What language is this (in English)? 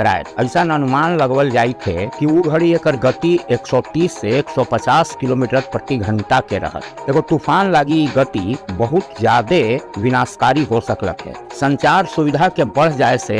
Magahi